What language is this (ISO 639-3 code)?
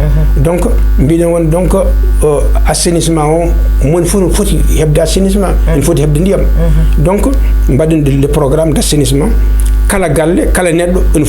ful